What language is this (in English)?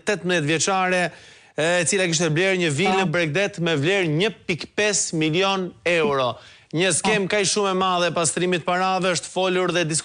Albanian